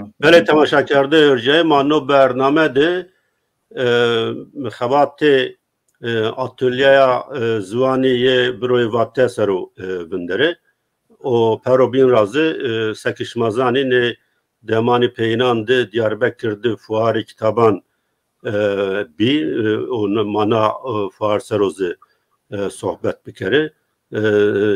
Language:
Zaza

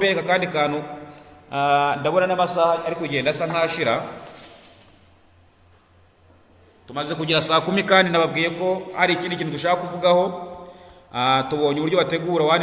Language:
Kinyarwanda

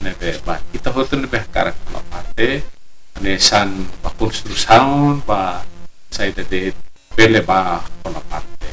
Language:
Tetum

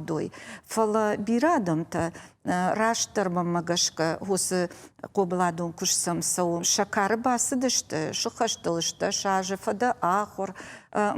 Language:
Ossetic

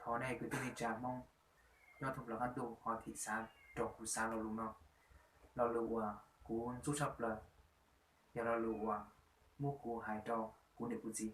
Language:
Hmong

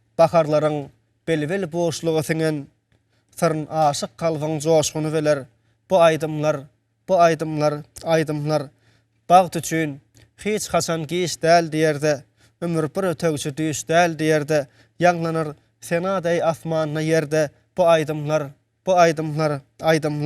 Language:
Turkmen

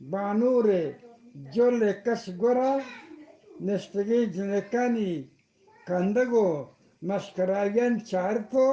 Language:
Eastern Balochi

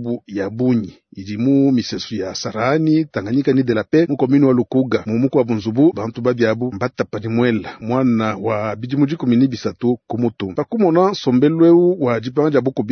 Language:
Luba-Lulua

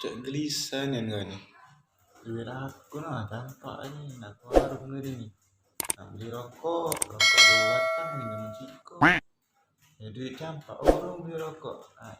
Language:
Musi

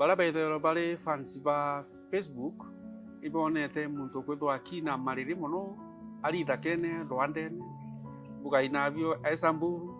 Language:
Meru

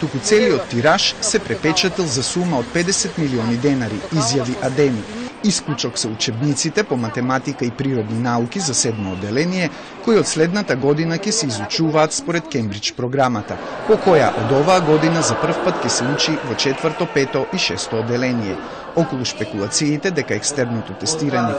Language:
Macedonian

